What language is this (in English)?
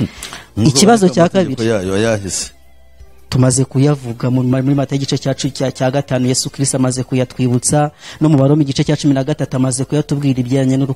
Kinyarwanda